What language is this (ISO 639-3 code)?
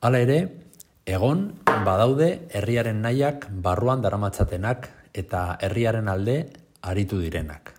eus